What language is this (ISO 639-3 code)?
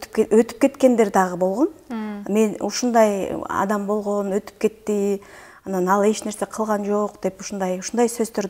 kir